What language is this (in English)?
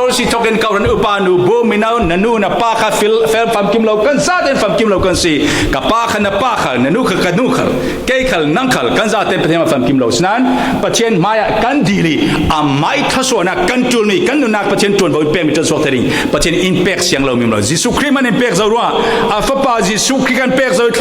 Falam Chin